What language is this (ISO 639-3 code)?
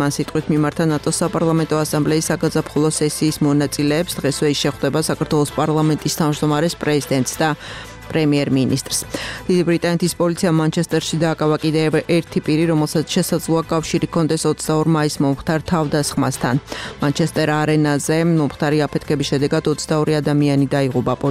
kat